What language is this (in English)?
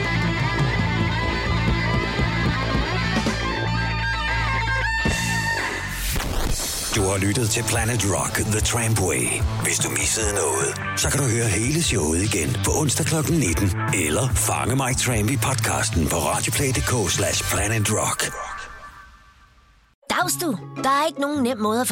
Danish